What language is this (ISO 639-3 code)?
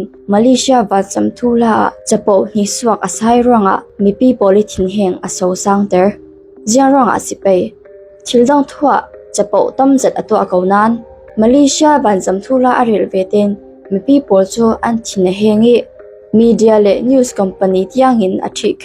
cfm